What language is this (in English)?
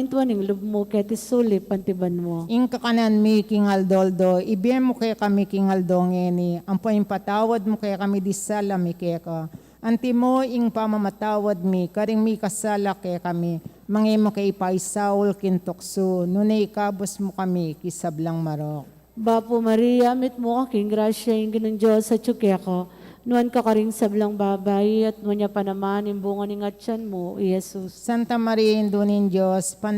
Pampanga